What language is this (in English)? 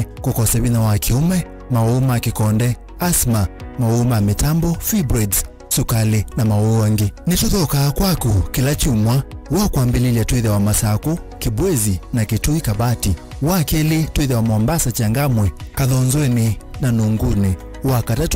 Kamba